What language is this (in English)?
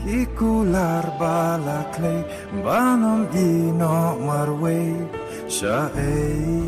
Khasi